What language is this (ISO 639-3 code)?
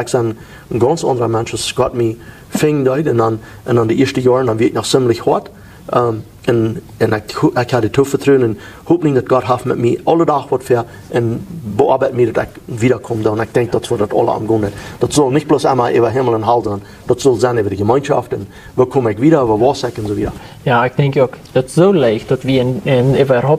pdt